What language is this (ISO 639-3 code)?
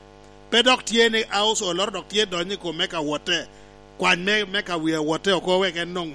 laj